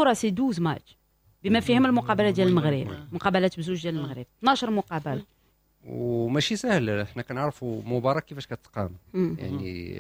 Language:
Moroccan Arabic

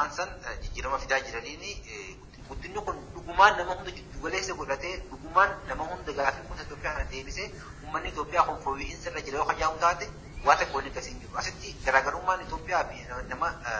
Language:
Oromo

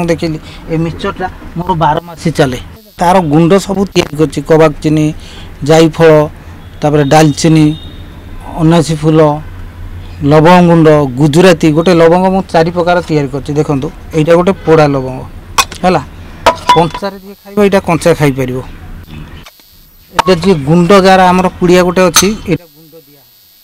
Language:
Odia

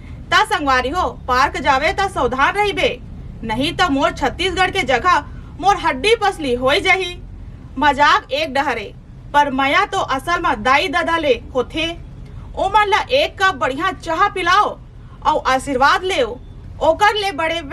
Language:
Chhattisgarhi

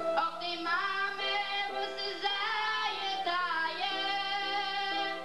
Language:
Yiddish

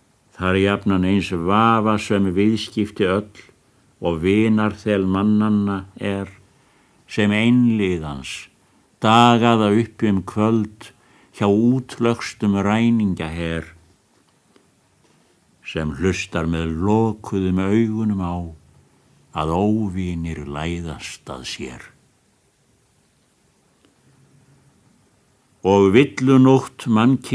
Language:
Icelandic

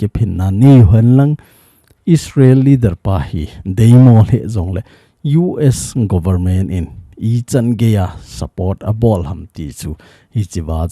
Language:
Thado Chin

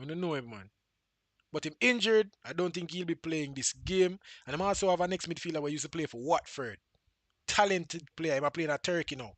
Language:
Jamaican Creole English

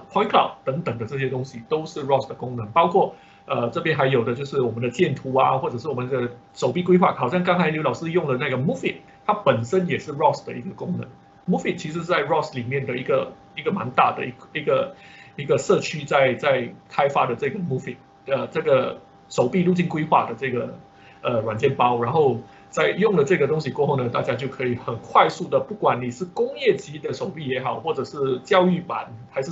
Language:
Chinese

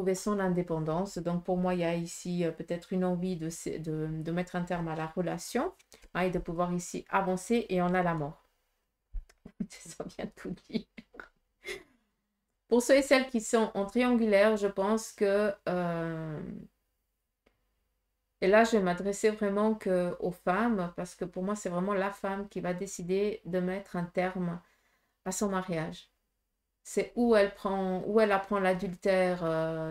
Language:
French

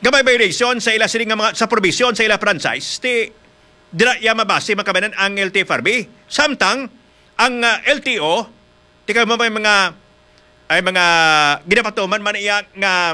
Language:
Hiligaynon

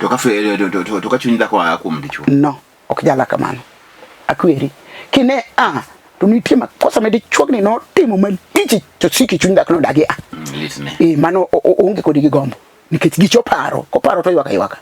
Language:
Luo (Kenya and Tanzania)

